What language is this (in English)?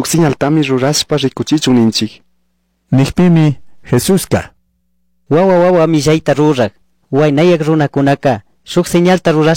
Chimborazo Highland Quichua